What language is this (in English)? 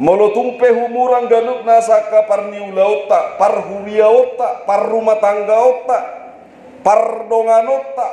Batak Toba